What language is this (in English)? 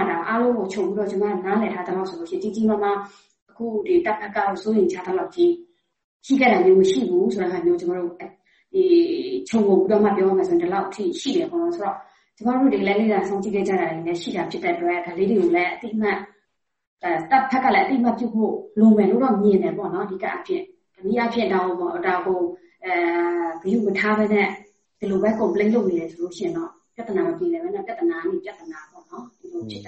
Burmese